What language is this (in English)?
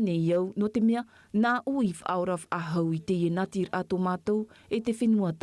Tahitian